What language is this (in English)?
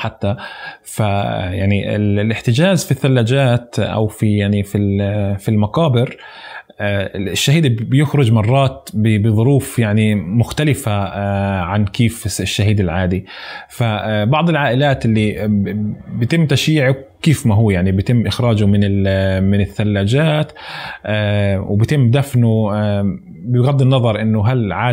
North Levantine Arabic